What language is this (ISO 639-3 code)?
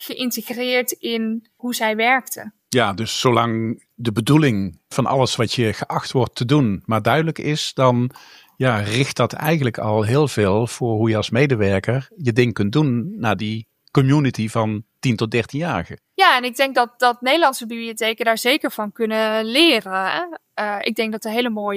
nld